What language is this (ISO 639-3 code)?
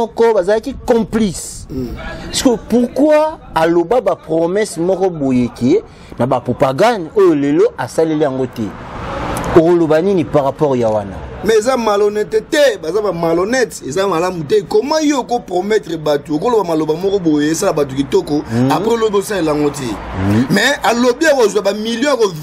lin